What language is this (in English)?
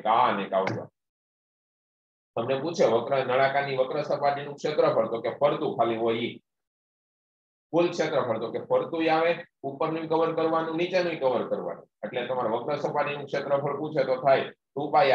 Gujarati